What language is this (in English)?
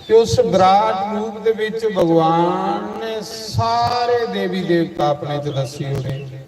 Dogri